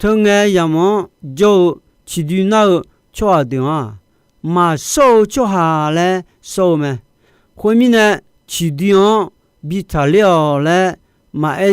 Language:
Akha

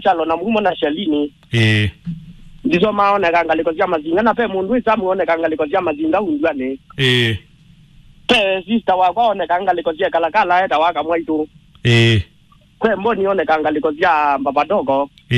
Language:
Kamba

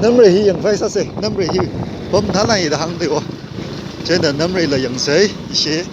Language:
Tangkhul Naga (India)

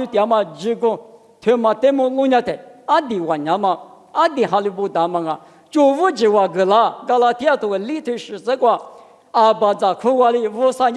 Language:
Lisu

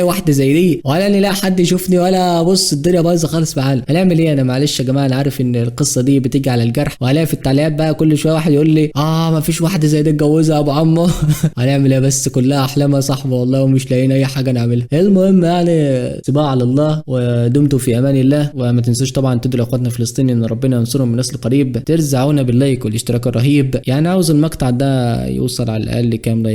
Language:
Egyptian Arabic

